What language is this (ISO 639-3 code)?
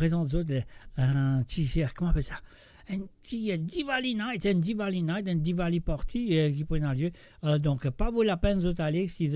mfe